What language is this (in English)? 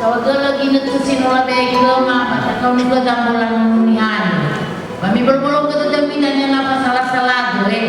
Nias